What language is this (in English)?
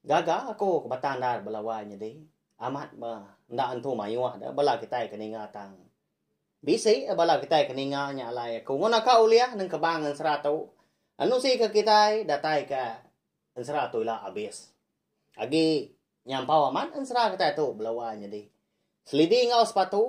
Iban